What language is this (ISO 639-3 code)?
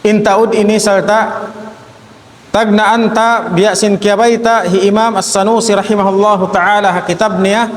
tsg